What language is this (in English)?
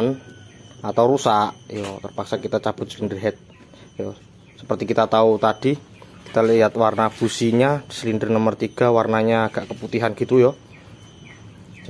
Indonesian